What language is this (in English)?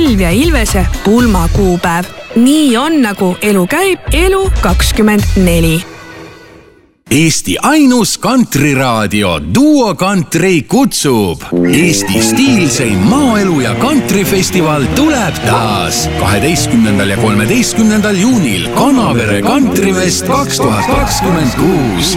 Estonian